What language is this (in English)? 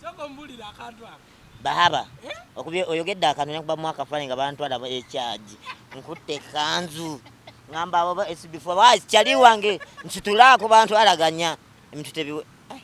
Ganda